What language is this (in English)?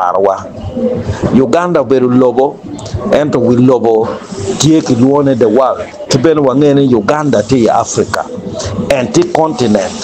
Acoli